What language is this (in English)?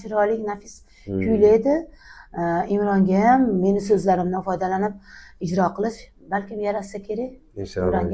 Uzbek